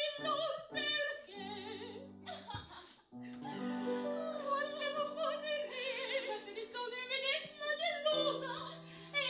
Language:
Italian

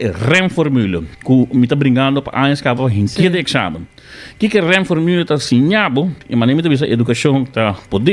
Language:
Papiamento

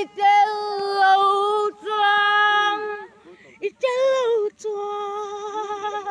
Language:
Mizo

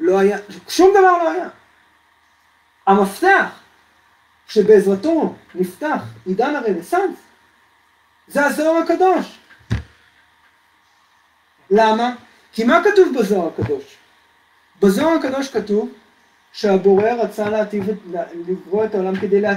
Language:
Hebrew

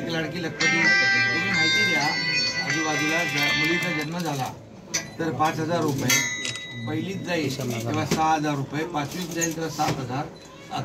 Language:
Marathi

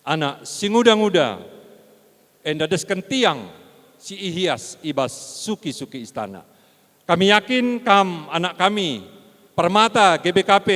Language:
Batak Karo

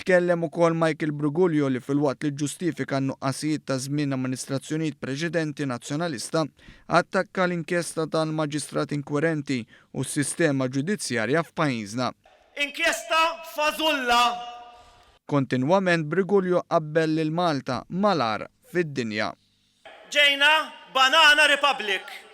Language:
Maltese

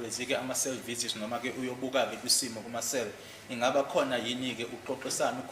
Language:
Zulu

